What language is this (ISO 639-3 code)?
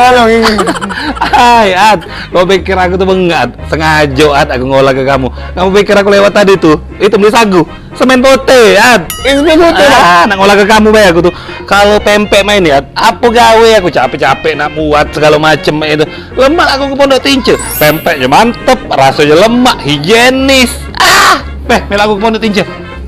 mui